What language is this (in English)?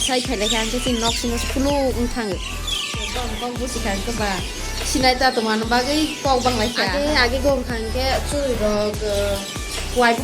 Kok Borok